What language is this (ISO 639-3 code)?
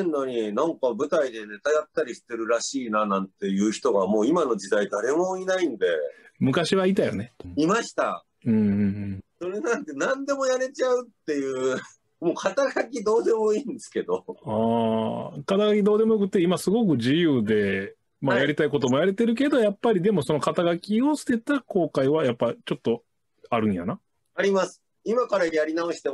jpn